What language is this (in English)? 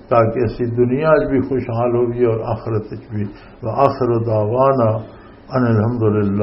Western Panjabi